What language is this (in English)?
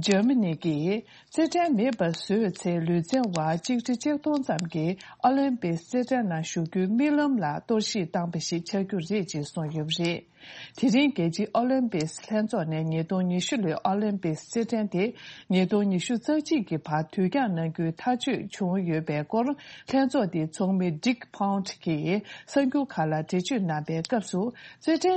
Tibetan